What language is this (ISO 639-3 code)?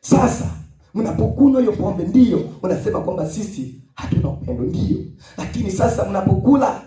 swa